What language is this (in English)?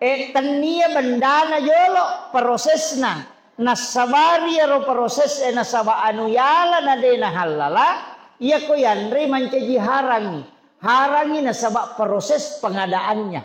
Buginese